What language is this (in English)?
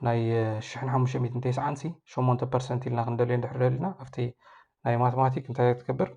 Tigrinya